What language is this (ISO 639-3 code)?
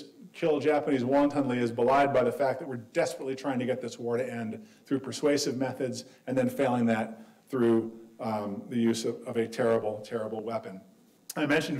eng